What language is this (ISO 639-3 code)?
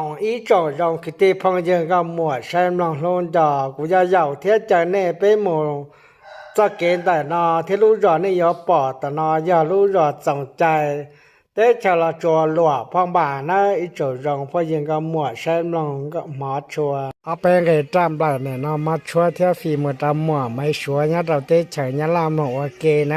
hmn